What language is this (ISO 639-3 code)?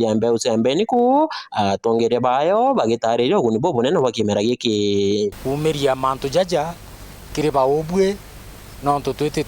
mer